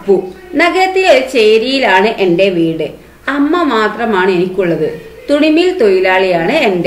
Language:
Malayalam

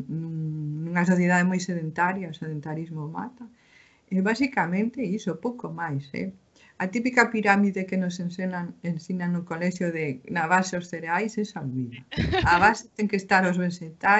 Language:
Galician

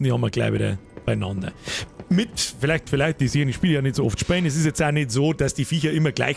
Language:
Bavarian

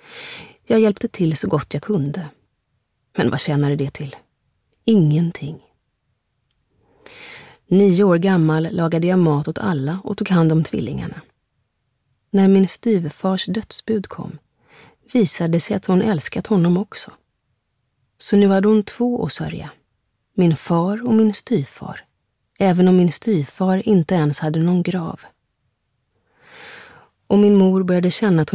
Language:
Swedish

